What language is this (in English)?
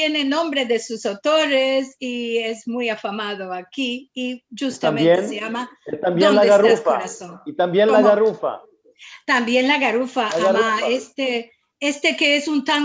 Ladino